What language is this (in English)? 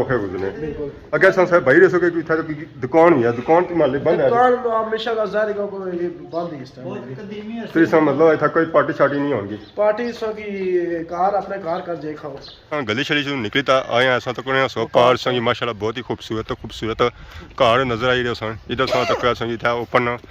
Pahari-Potwari